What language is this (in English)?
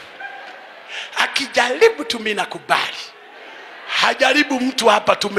Swahili